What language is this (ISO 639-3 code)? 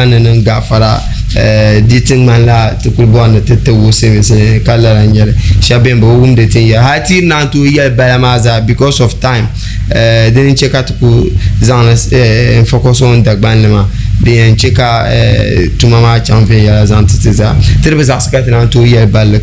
dag